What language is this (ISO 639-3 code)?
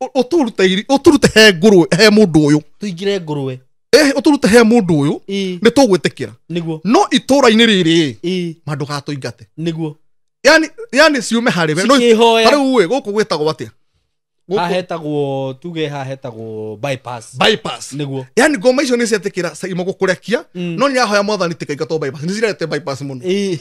kik